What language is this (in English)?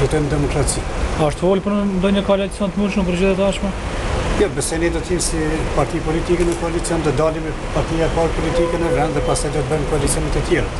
Albanian